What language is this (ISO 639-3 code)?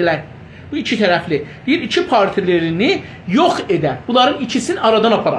azb